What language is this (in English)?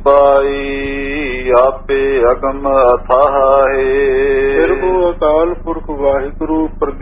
Punjabi